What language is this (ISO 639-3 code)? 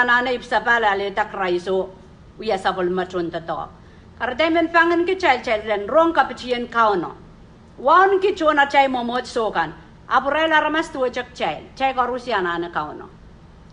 pon